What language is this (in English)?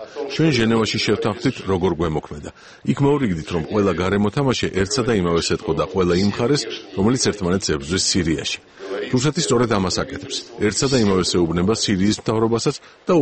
Georgian